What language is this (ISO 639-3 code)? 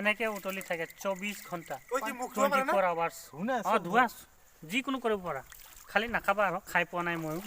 asm